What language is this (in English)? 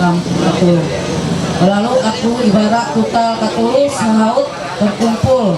Ma'anyan